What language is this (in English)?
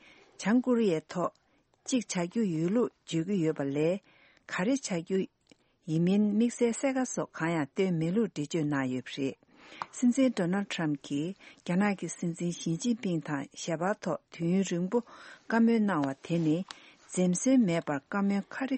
Tibetan